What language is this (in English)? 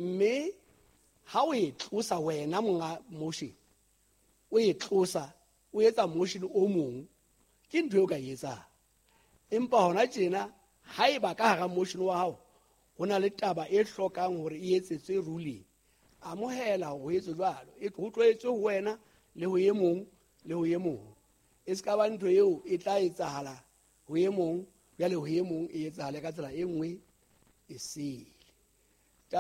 Southern Sotho